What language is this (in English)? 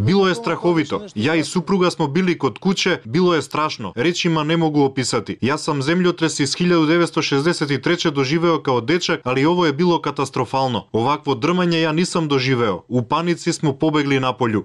Serbian